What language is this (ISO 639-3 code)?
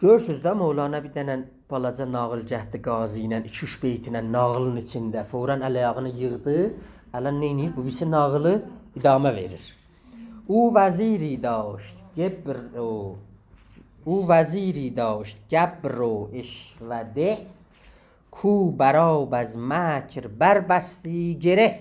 azb